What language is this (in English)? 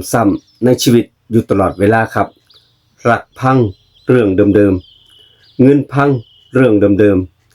Lao